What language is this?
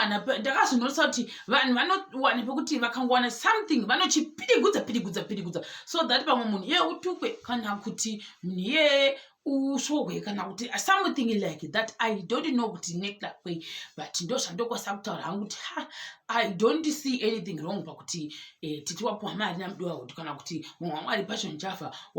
Shona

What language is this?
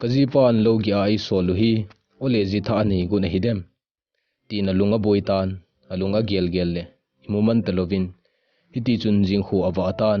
Thado Chin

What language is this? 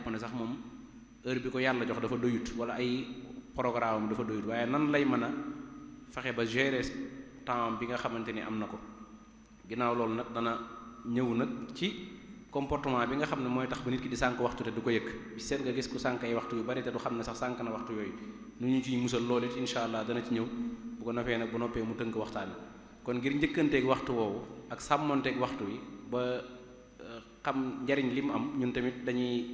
Wolof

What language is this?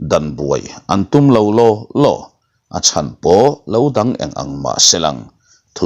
Mizo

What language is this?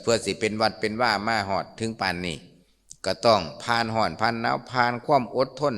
Lao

